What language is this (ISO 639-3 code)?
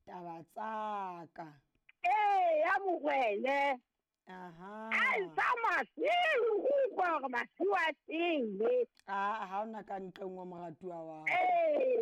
sot